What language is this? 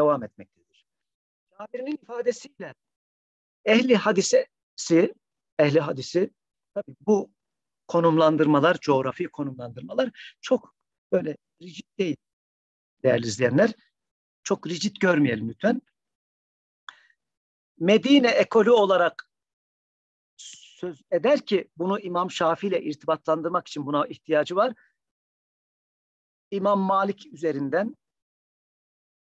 Turkish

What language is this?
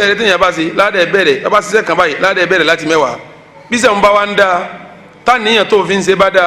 Yoruba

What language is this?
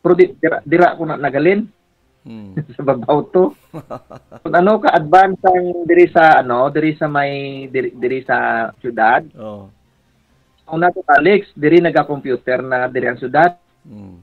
Hiligaynon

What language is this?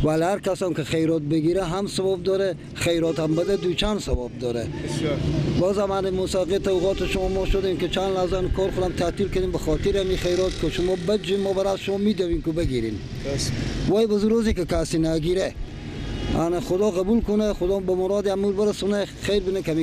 Persian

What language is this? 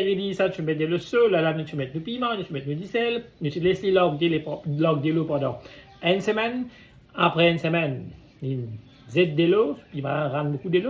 Morisyen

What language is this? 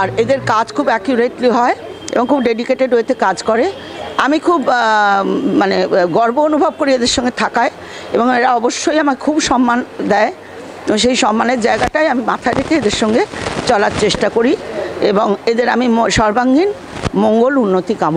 Bangla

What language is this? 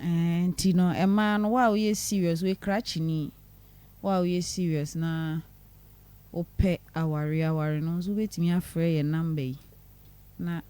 Akan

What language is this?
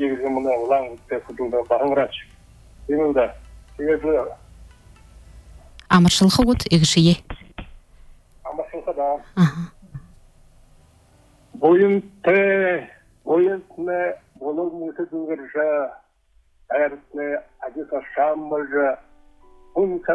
Buriat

